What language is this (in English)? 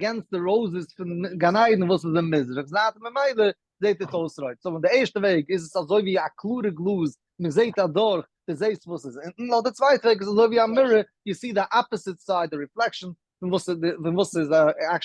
Yiddish